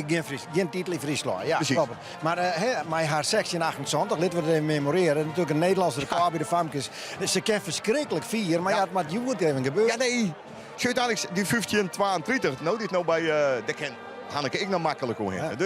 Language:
Western Frisian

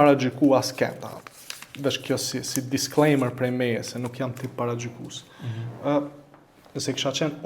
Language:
Albanian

